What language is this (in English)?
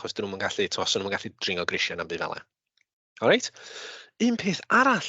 Welsh